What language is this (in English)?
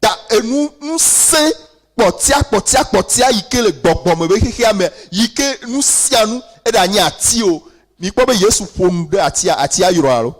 Ewe